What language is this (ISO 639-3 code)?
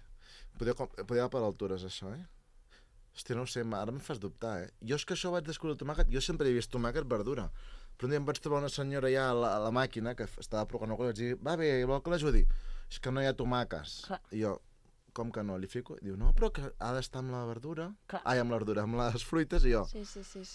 cat